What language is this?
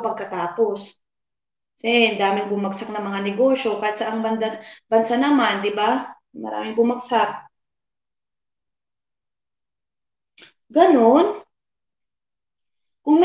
Filipino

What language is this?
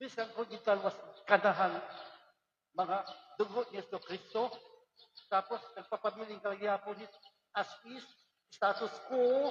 Waray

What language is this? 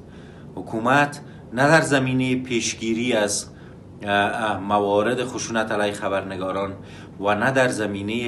Persian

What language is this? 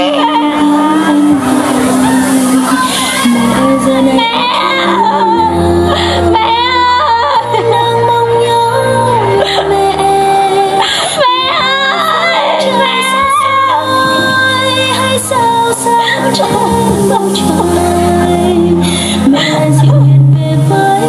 Vietnamese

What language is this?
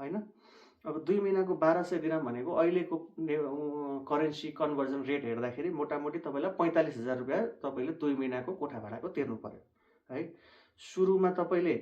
Nepali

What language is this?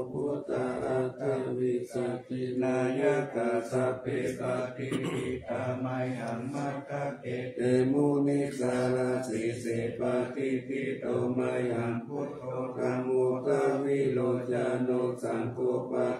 Pali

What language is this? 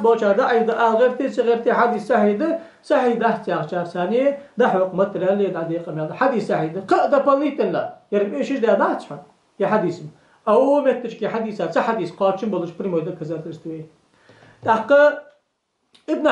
Ingush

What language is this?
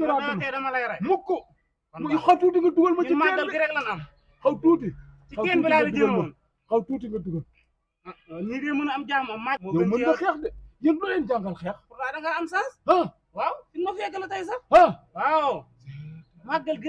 Wolof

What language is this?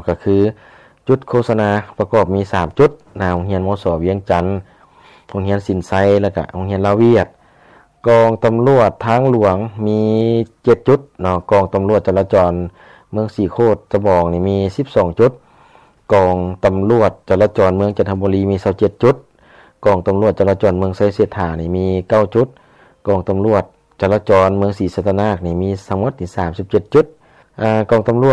Lao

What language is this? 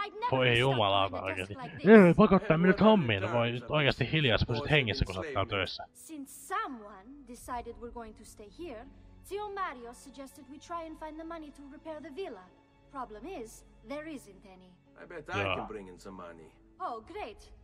Finnish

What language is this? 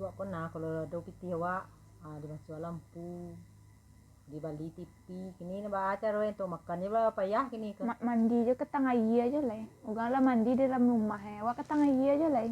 Minangkabau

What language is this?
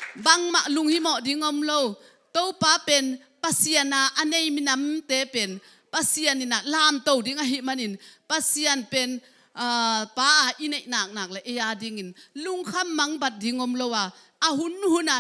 Tedim Chin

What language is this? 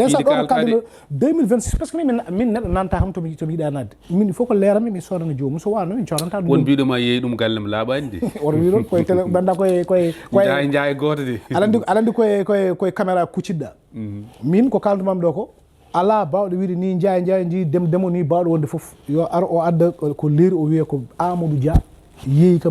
Fula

